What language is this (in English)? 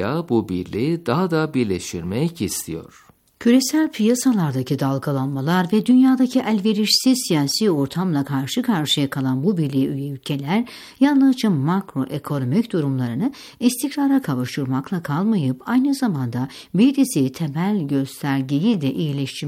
Turkish